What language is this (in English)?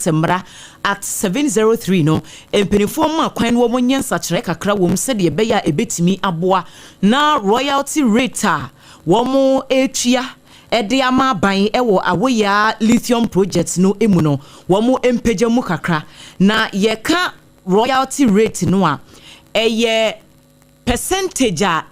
Akan